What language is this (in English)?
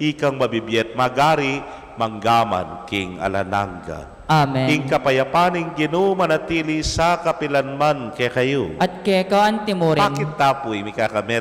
Pampanga